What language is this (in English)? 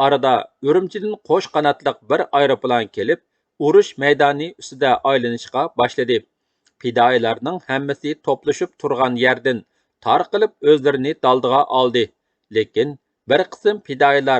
Uyghur